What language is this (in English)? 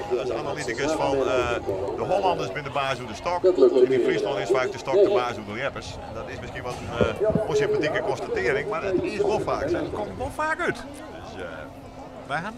Western Frisian